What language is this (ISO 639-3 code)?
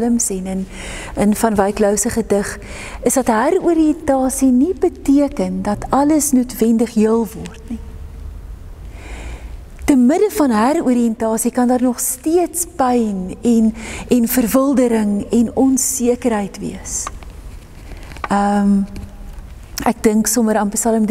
afr